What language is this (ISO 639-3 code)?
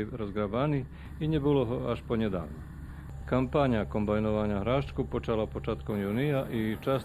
rue